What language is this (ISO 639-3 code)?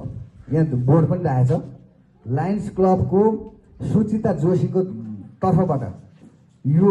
nep